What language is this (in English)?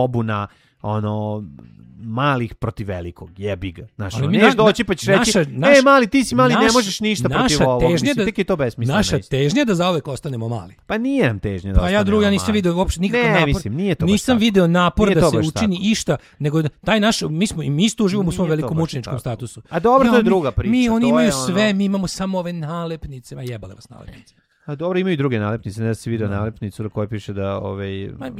Serbian